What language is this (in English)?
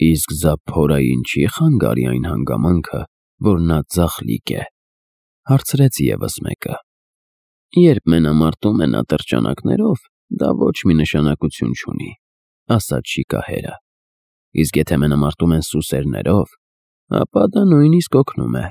Armenian